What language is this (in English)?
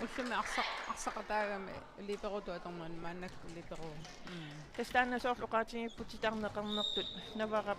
Kalaallisut